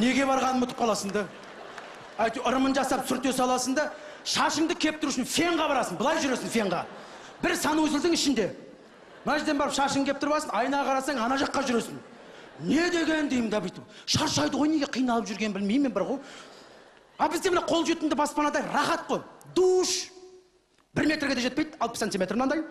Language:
Kazakh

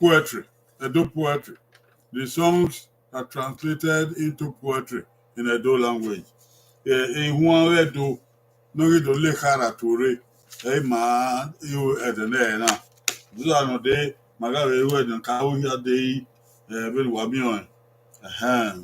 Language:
Bini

